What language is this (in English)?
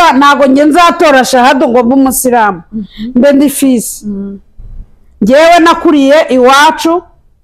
Kinyarwanda